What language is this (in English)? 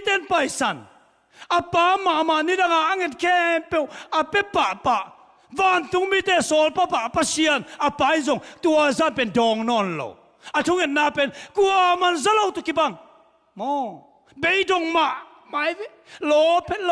Tedim Chin